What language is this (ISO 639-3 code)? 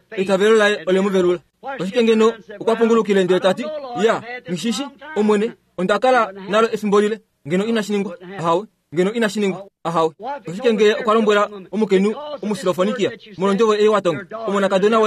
kua